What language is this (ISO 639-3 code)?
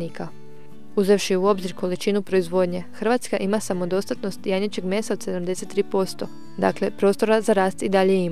hrv